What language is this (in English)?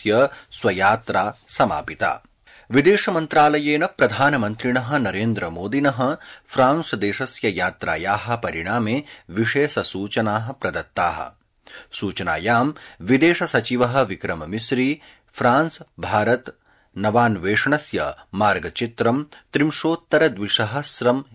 Sanskrit